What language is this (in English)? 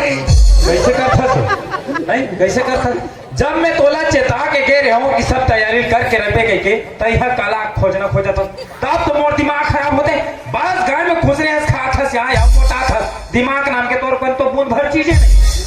Chhattisgarhi